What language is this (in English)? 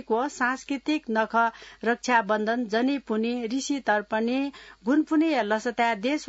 Newari